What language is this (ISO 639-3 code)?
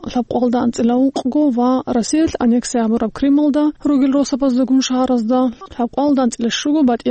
ava